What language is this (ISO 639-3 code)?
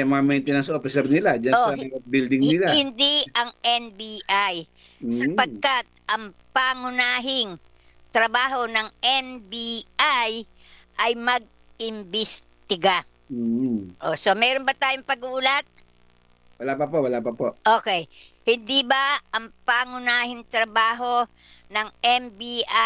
fil